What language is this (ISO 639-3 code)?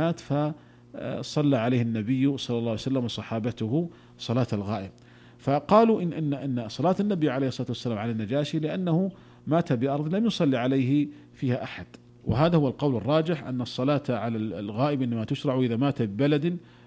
ara